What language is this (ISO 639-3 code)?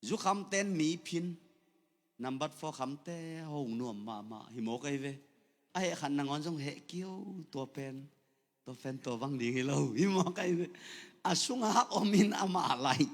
ctd